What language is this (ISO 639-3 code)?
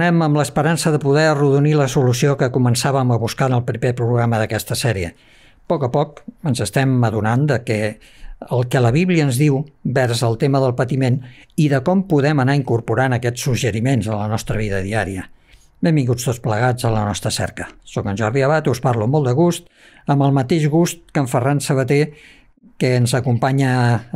cat